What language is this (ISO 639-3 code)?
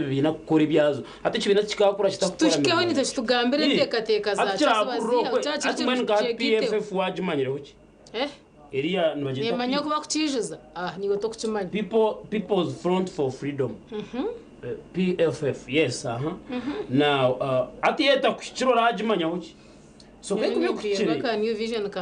nyn